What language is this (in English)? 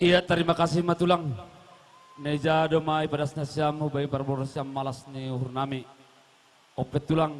Batak Simalungun